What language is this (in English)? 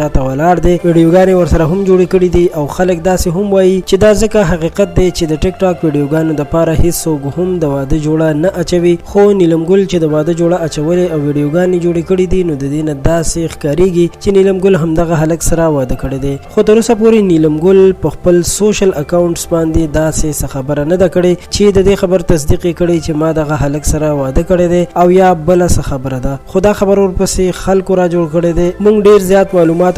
Pashto